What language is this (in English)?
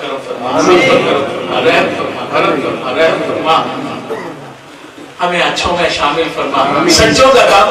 Urdu